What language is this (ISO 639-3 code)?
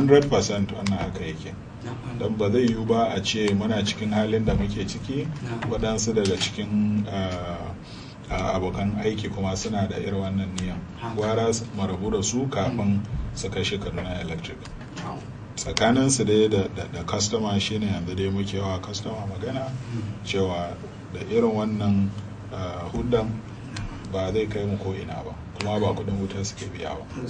hau